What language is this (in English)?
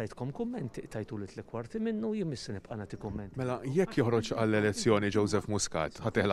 Maltese